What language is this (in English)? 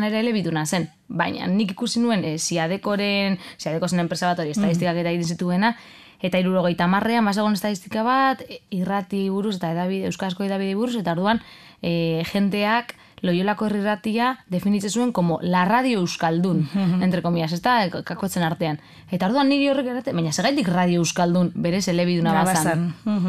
Basque